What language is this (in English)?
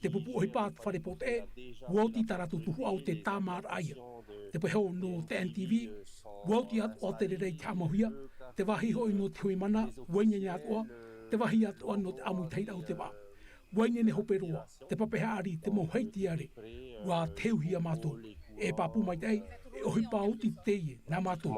Tahitian